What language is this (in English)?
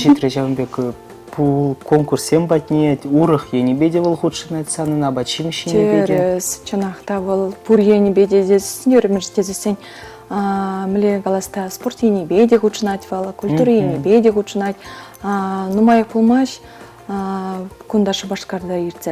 Chuvash